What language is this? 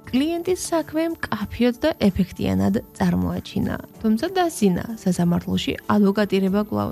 Georgian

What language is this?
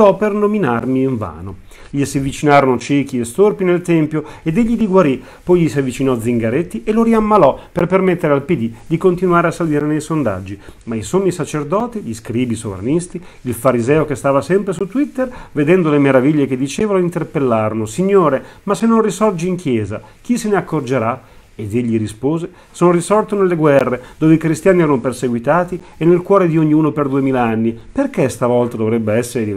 Italian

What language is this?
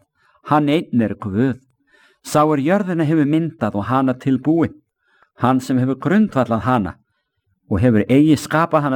Icelandic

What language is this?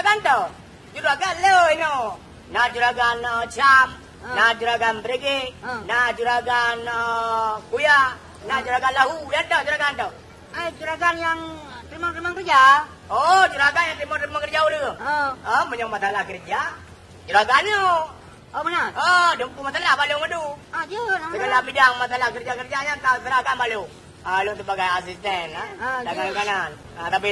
Achinese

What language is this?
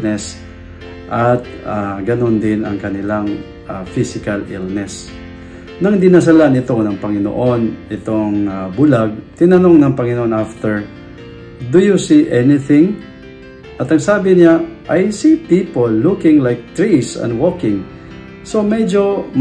Filipino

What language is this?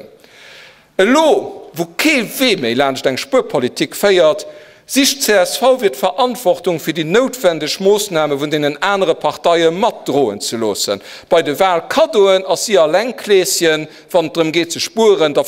Luxembourgish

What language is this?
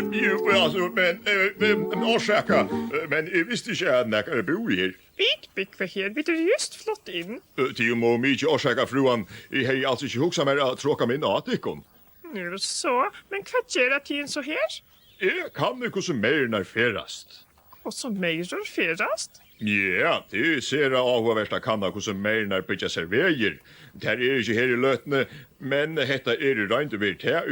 Faroese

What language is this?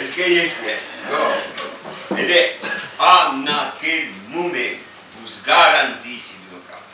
Occitan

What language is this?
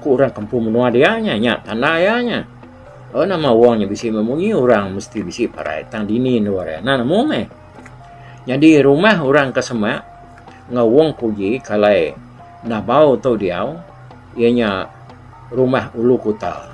Iban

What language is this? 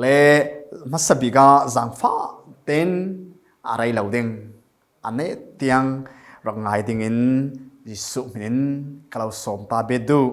Falam Chin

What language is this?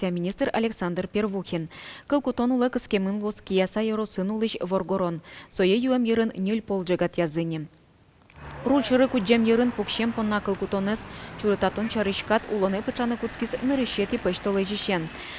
Udmurt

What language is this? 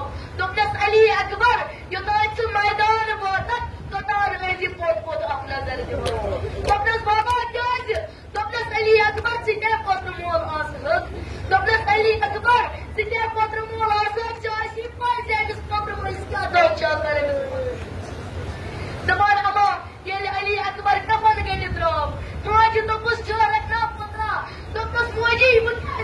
Kashmiri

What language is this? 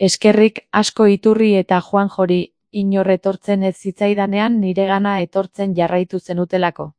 Basque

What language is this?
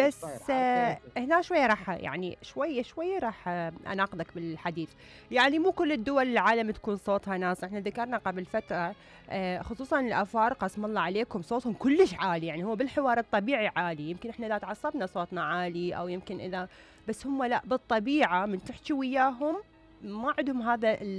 Mesopotamian Arabic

